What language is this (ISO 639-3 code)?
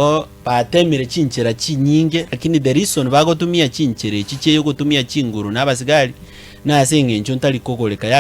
guz